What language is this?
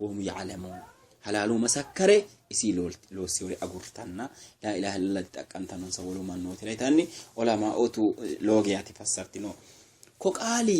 Sidamo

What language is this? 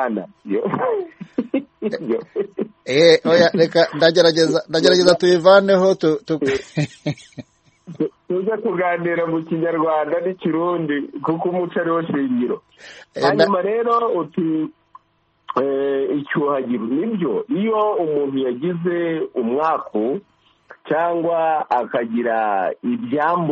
Kinyarwanda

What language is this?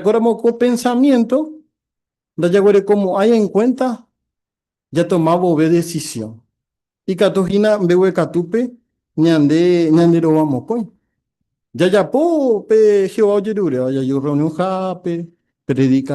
Guarani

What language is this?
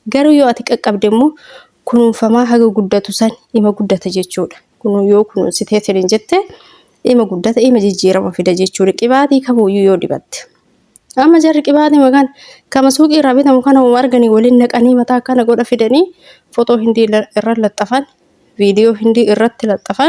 Oromo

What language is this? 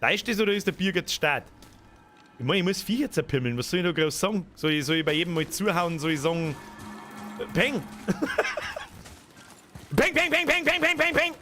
Bavarian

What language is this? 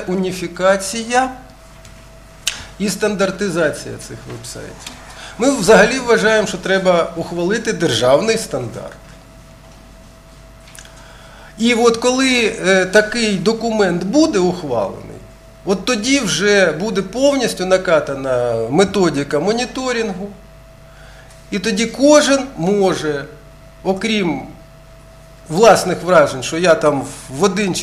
Ukrainian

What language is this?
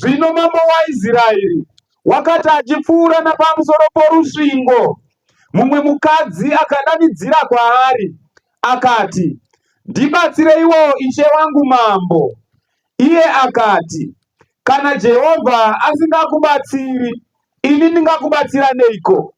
Shona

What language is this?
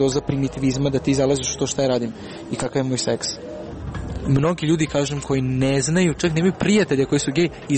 Serbian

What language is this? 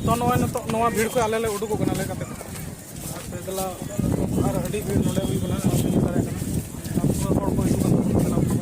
Santali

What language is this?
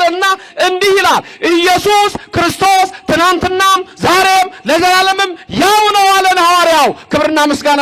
Amharic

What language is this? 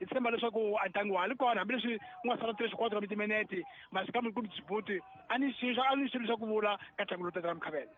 Tsonga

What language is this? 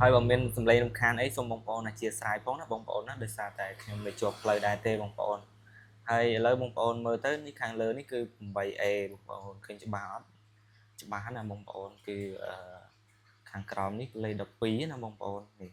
Khmer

